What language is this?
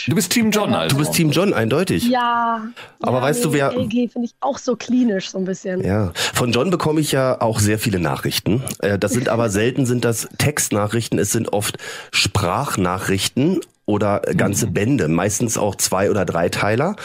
German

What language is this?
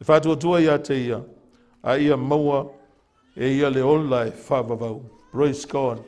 Samoan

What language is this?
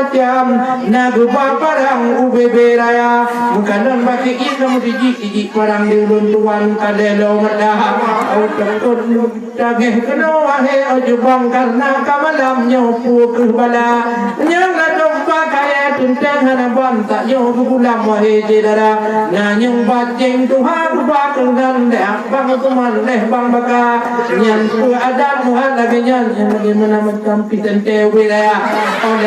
Achinese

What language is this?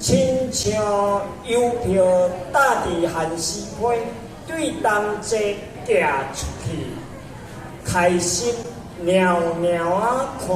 Min Nan Chinese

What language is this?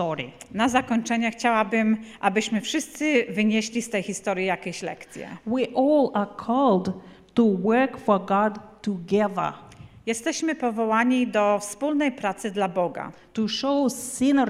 Polish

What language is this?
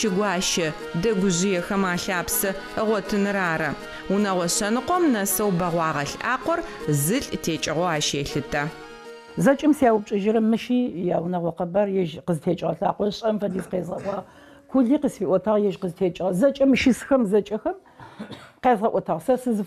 Adyghe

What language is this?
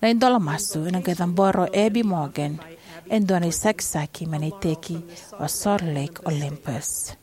Fijian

